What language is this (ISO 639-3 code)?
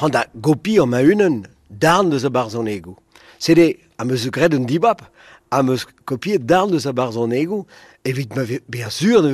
bre